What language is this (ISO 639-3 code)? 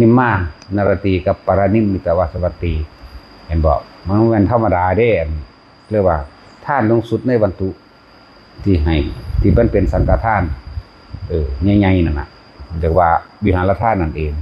tts